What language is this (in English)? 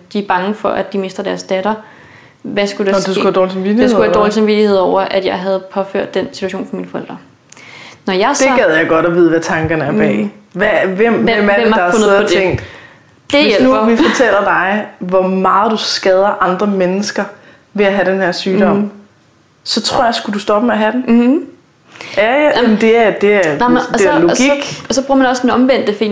Danish